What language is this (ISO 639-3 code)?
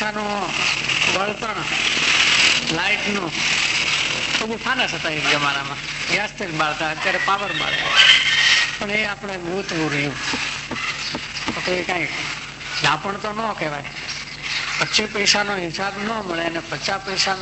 guj